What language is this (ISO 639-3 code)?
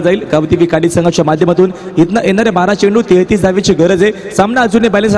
mar